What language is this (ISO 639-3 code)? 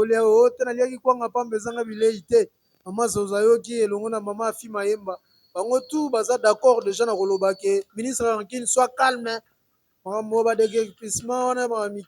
lin